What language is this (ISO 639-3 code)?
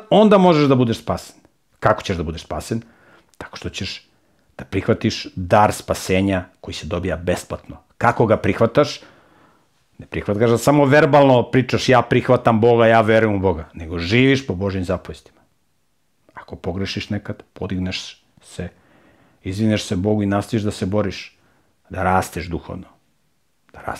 srp